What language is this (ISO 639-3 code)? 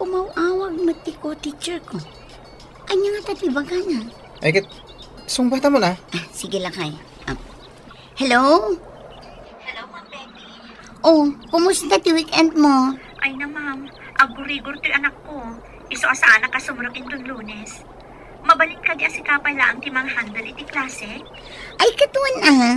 ilo